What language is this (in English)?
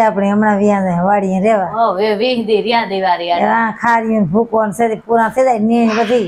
Gujarati